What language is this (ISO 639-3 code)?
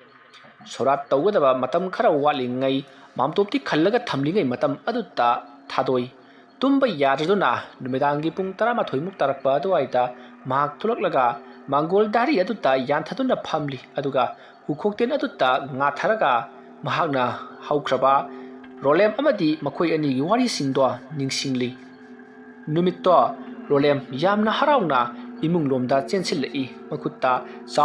mni